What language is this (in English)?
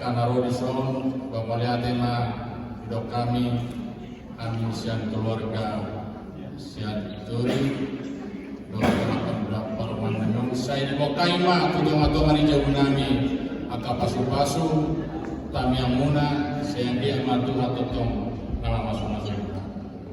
Batak Toba